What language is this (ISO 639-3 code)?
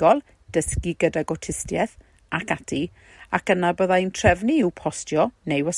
cym